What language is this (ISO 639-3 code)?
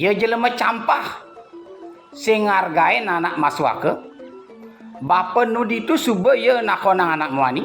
ban